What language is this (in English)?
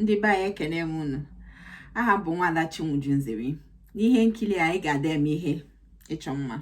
Igbo